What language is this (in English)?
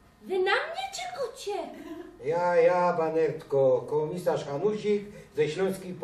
Silesian